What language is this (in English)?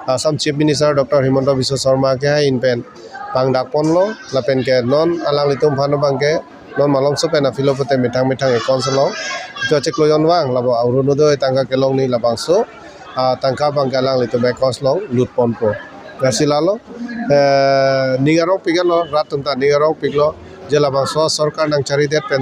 Karbi